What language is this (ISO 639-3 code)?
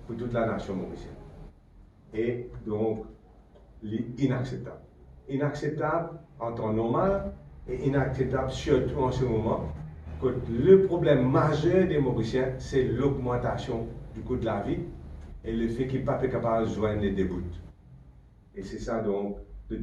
mfe